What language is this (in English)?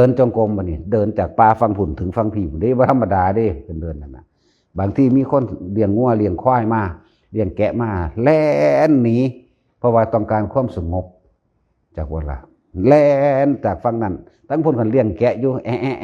Northeastern Thai